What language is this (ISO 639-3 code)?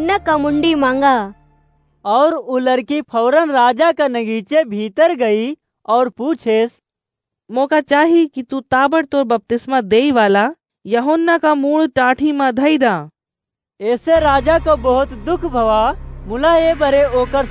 awa